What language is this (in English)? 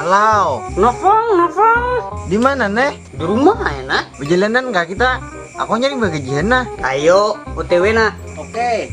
Banjar